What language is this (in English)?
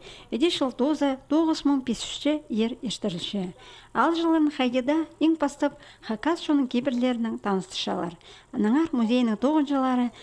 Khakas